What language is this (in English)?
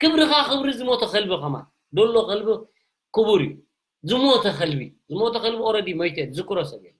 Tigrinya